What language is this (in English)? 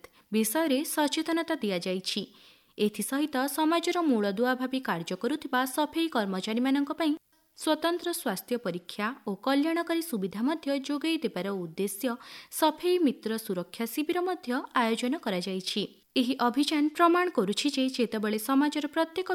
Odia